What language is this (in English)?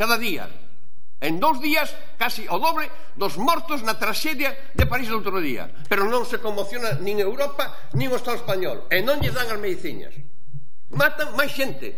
Galician